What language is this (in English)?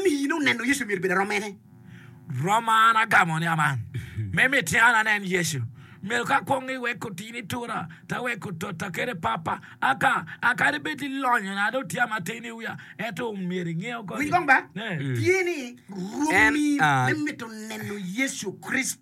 Acoli